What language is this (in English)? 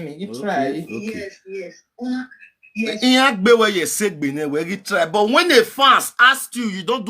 Nigerian Pidgin